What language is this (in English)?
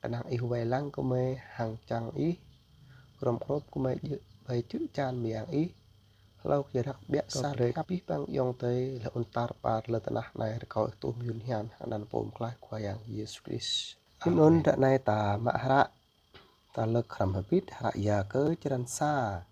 Jarai